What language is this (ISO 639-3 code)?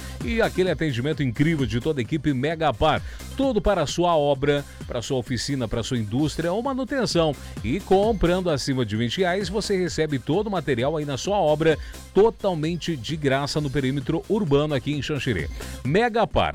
por